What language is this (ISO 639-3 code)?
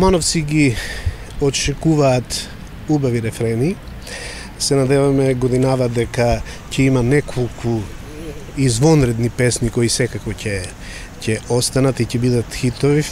mkd